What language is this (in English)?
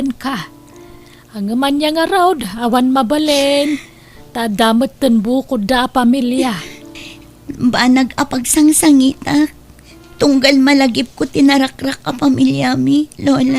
Iloko